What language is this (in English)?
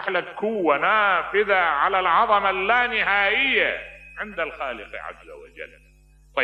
Mesopotamian Arabic